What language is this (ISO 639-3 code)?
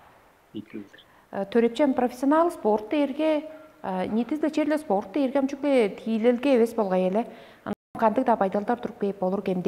tyv